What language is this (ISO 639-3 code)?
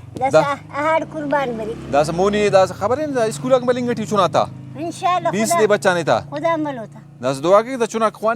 brh